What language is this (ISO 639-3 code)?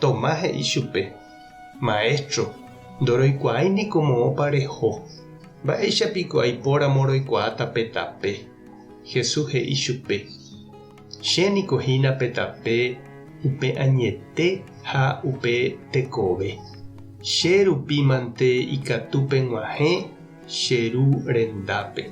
grn